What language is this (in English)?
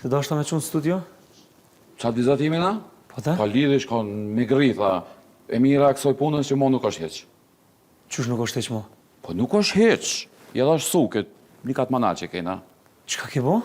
Albanian